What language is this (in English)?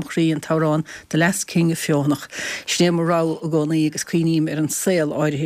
Irish